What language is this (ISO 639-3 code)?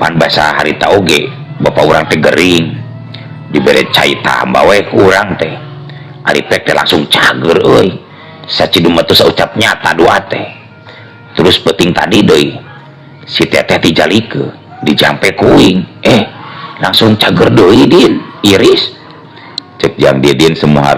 sun